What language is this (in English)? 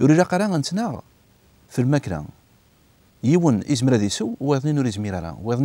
Kabyle